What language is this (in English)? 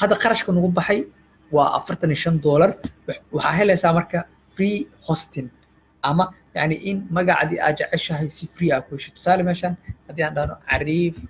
Somali